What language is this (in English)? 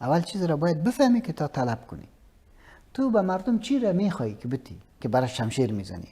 Persian